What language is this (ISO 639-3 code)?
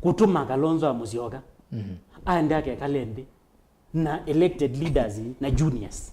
kam